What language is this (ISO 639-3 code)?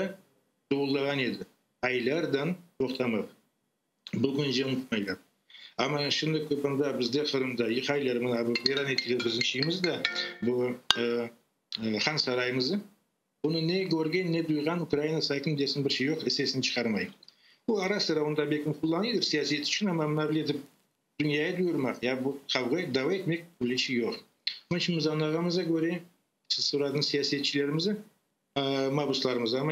crh